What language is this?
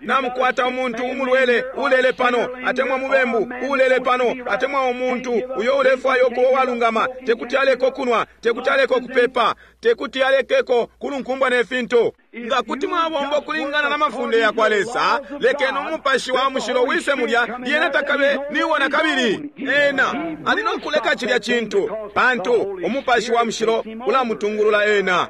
Bemba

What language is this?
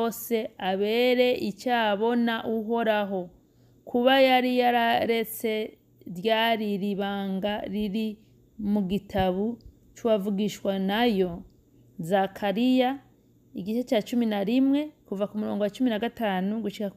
Rundi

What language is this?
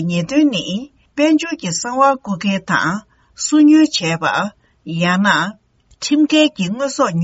Tibetan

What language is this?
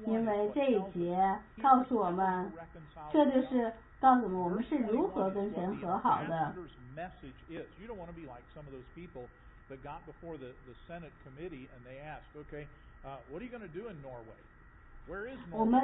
Chinese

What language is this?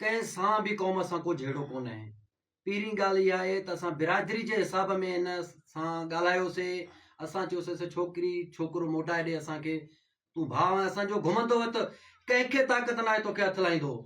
Sindhi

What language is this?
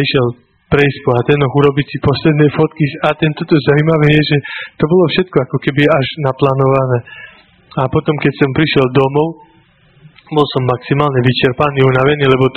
Slovak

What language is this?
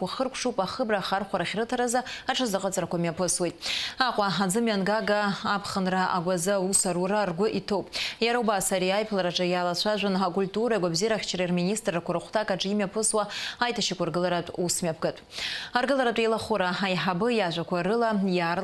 Abkhazian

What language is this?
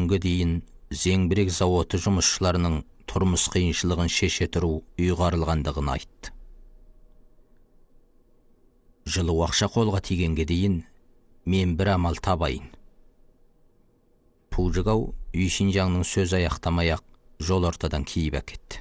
Kazakh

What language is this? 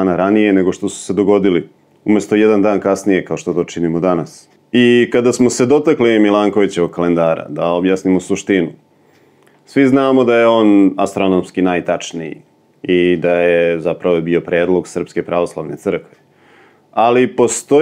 Serbian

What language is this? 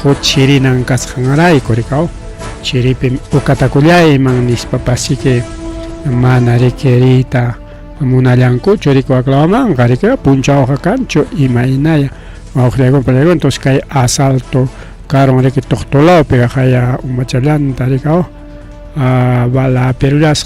Ayacucho Quechua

